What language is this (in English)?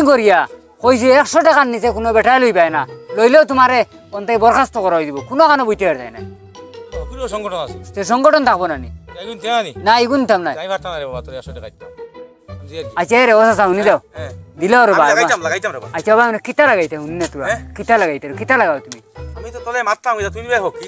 Sylheti